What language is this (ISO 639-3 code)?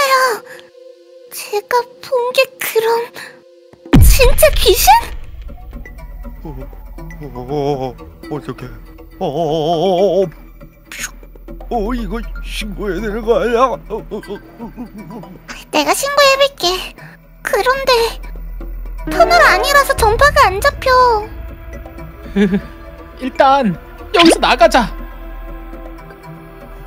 kor